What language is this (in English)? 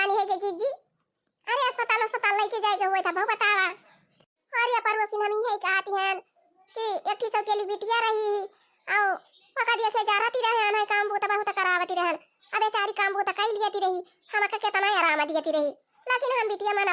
Awadhi